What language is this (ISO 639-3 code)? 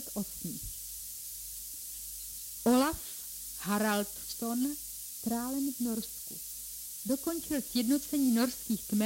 ces